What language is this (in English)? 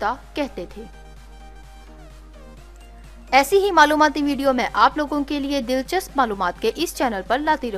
Urdu